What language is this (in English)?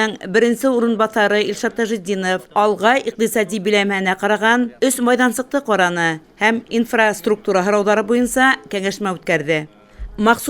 Bashkir